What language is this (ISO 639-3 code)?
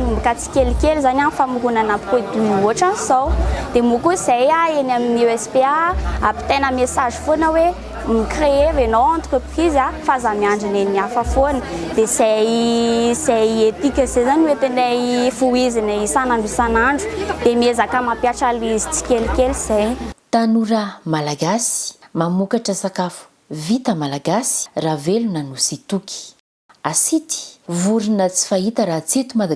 mlg